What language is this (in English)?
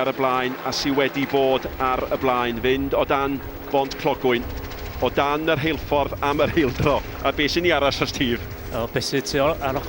Welsh